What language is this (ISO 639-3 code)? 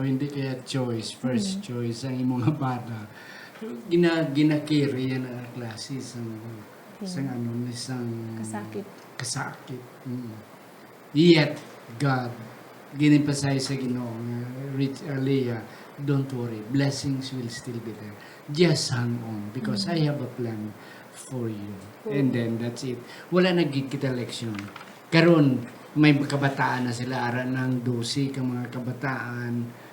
hil